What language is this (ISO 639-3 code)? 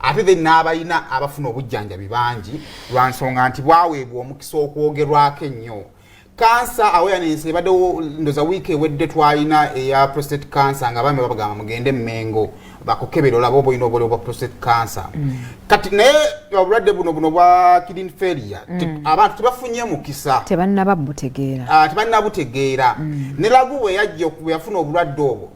lug